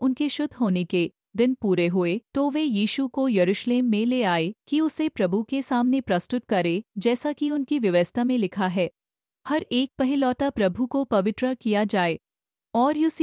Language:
Hindi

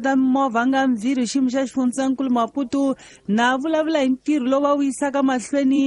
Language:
Tsonga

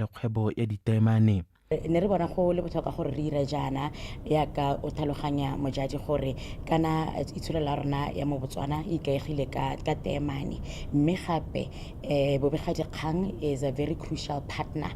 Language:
Tswana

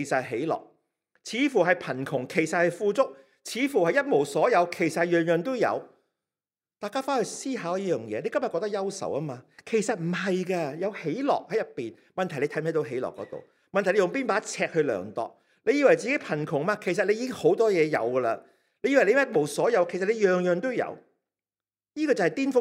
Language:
Cantonese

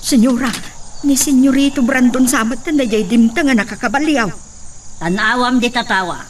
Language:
Iloko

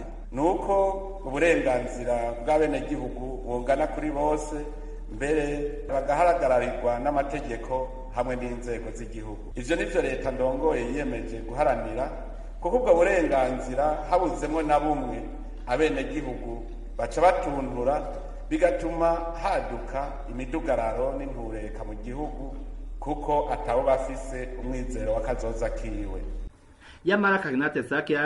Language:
Rundi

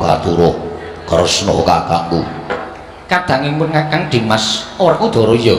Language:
Javanese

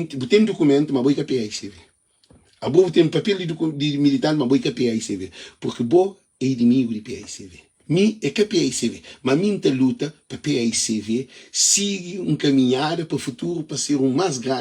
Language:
Kabuverdianu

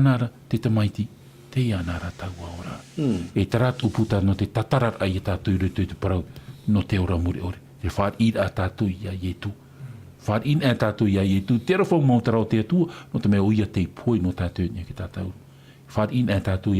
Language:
Tahitian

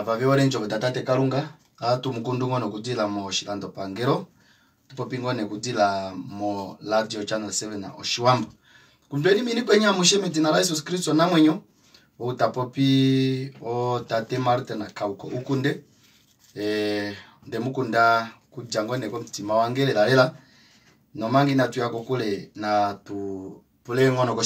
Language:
Kuanyama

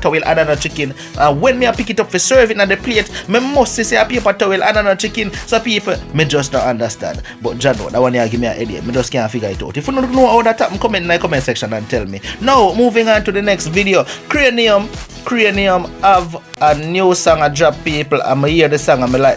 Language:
Jamaican Creole English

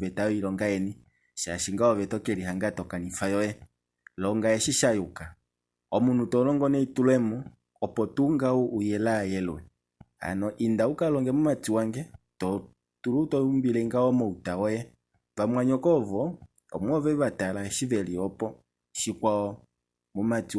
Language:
Kuanyama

